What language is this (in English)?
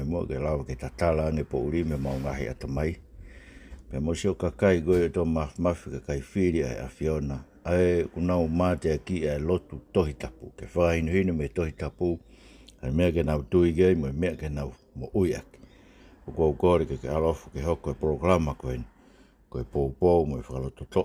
Tongan